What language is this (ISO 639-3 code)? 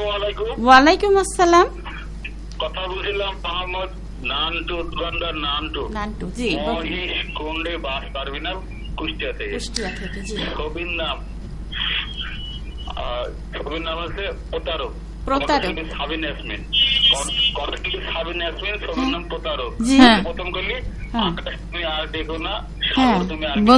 ben